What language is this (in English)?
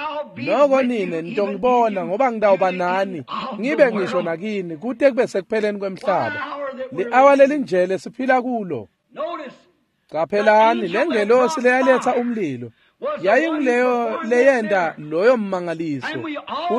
Swati